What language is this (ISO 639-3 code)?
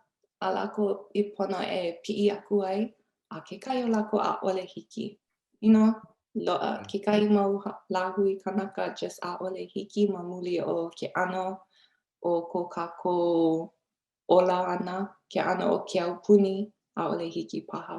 haw